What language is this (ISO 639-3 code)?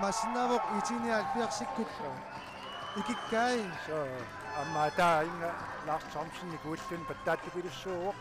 kal